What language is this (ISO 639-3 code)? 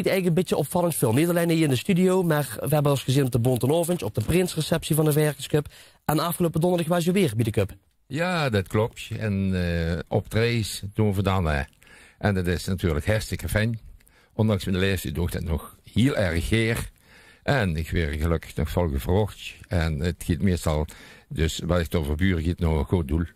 lim